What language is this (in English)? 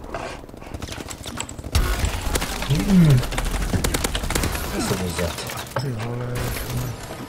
Czech